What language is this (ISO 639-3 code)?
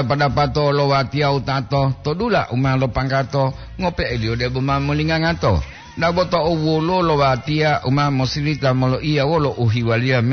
gor